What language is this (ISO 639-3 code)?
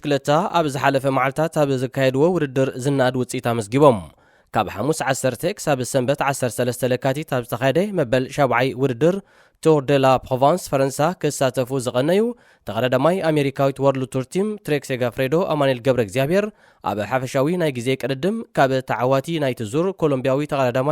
tir